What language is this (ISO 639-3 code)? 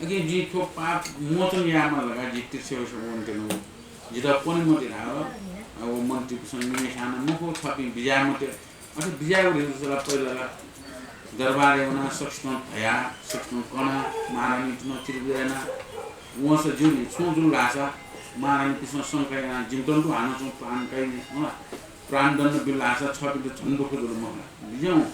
new